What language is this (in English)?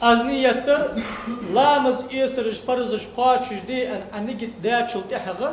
Ingush